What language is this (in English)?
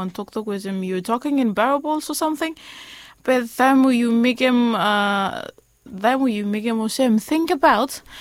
Bislama